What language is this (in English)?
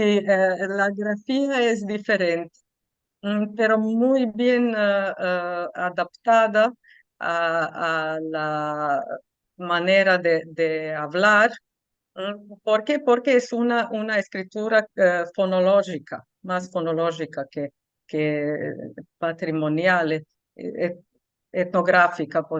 Ladino